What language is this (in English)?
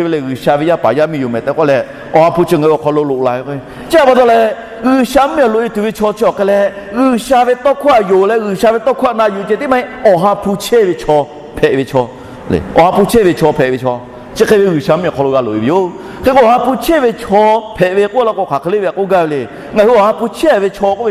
Lahu